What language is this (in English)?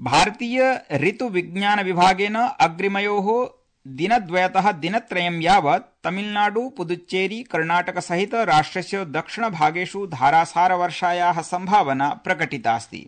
Sanskrit